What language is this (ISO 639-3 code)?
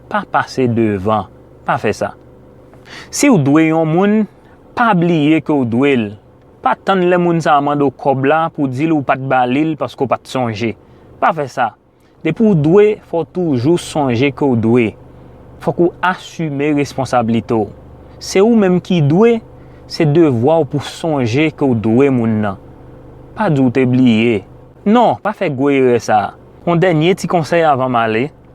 hat